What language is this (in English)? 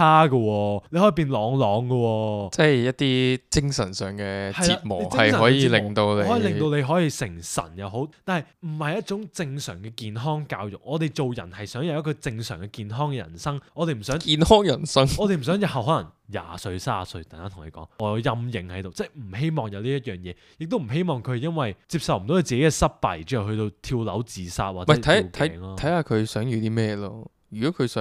Cantonese